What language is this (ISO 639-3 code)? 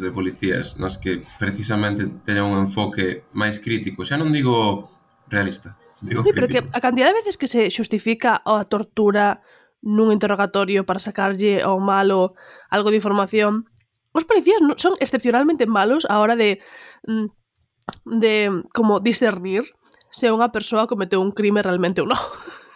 glg